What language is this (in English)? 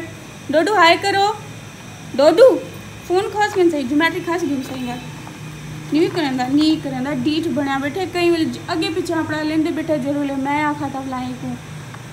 Saraiki